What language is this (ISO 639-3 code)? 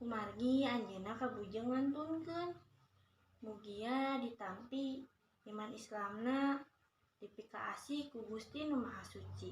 sun